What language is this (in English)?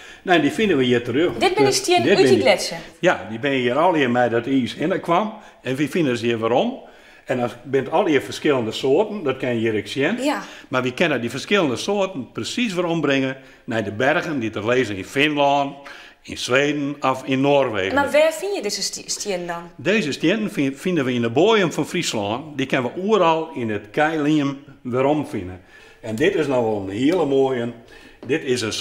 Western Frisian